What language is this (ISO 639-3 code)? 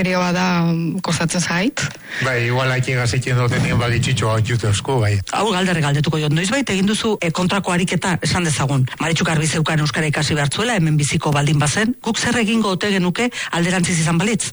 eus